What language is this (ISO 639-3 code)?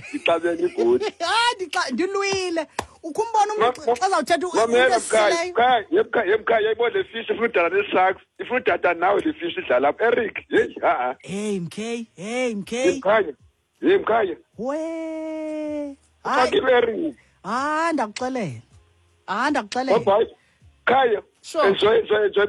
xho